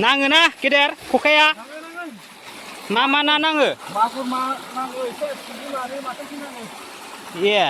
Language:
Bodo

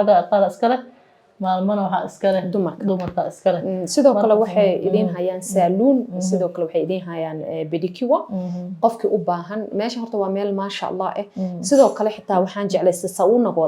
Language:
Somali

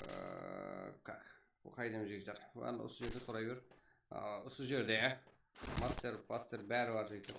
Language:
Kara-Kalpak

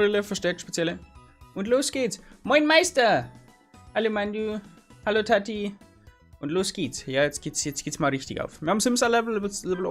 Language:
Bavarian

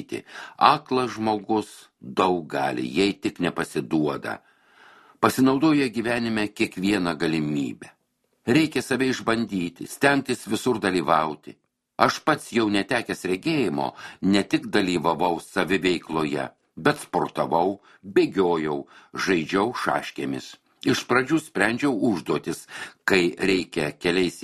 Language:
Lithuanian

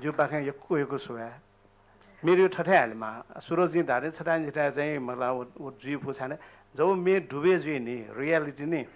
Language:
Newari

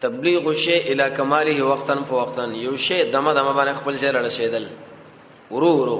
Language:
Pashto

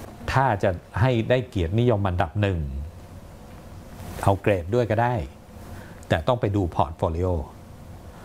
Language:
Thai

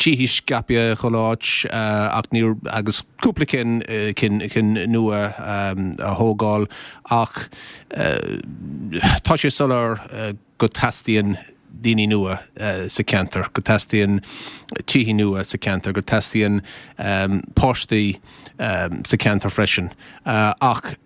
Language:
Irish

